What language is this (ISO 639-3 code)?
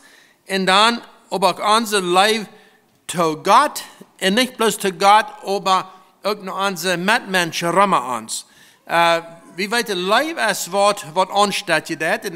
pdt